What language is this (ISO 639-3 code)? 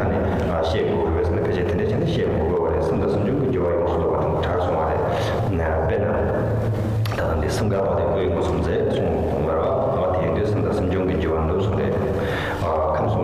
bod